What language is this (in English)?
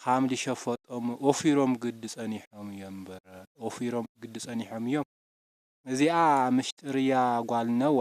Tigrinya